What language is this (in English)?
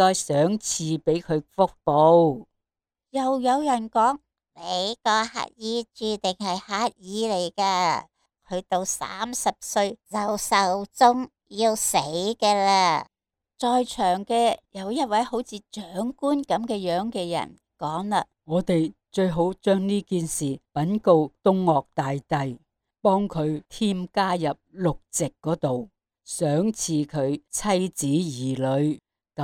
Cantonese